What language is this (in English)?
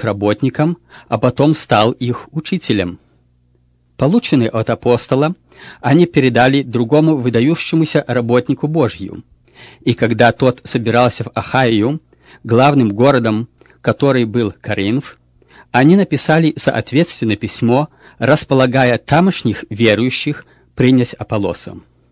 Russian